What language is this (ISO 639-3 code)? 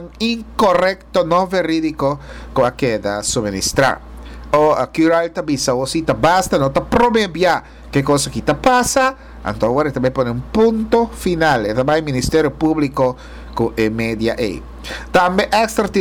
pap